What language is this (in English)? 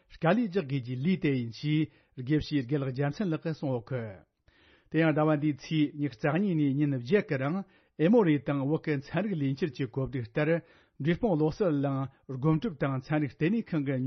Tibetan